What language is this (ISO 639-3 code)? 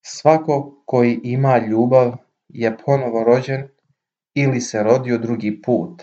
srp